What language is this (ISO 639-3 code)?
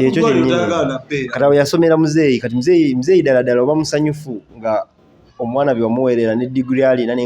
lug